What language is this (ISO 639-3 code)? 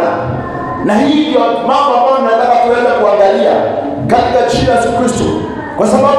swa